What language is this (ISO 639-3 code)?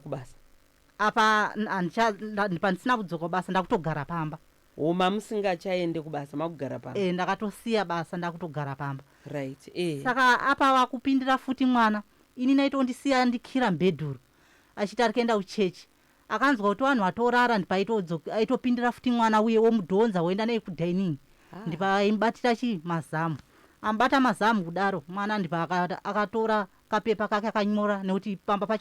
sna